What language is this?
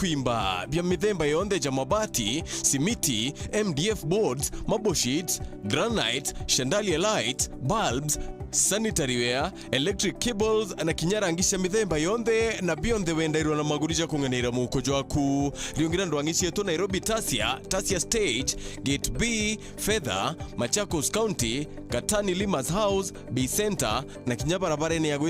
Meru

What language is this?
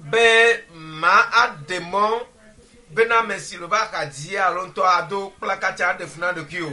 Ewe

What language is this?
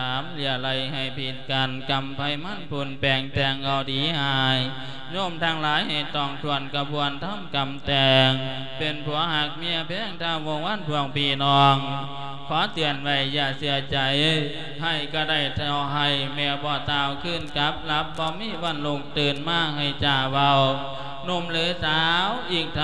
Lao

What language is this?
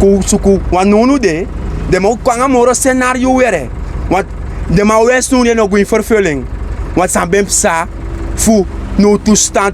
Sranan Tongo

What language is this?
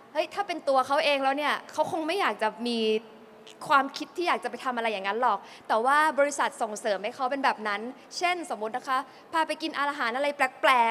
Thai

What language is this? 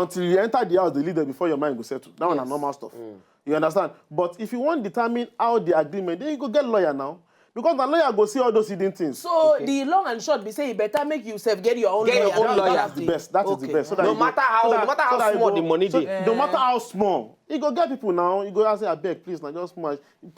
Nigerian Pidgin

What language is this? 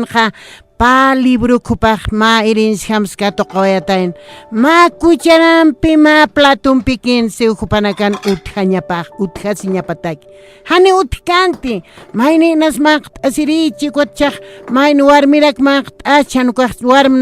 Aymara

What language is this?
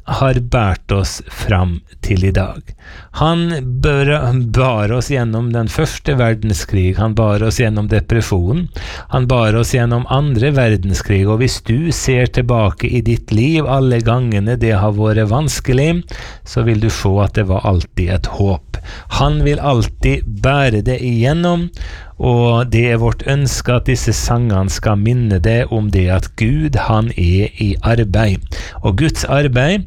Norwegian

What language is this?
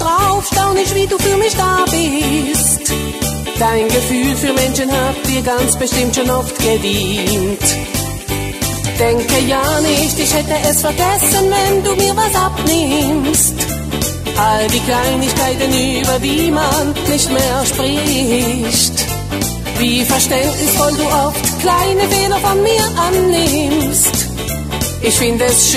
German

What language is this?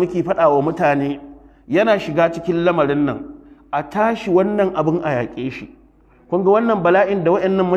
Hausa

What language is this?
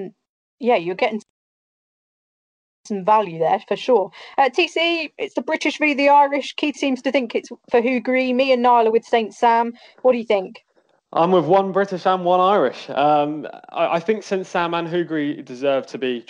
English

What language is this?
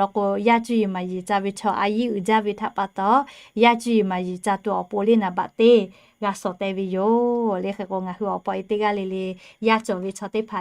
Lahu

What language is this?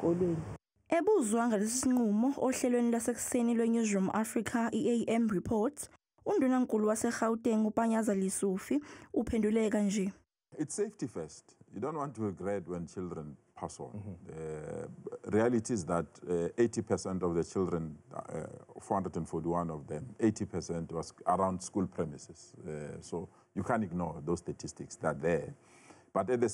Zulu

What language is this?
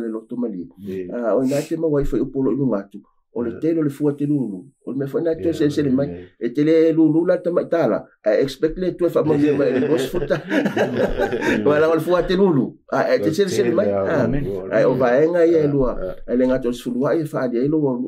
Samoan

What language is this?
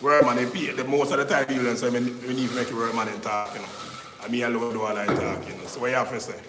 Jamaican Creole English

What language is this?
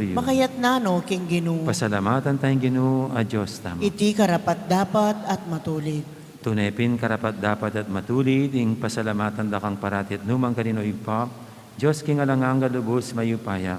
Pampanga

